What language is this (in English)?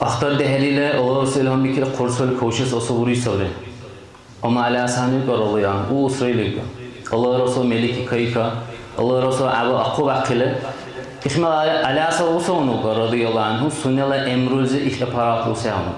Dargwa